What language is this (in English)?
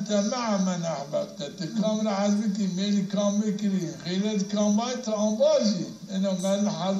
Zaza